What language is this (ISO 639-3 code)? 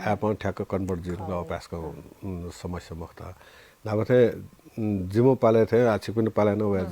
new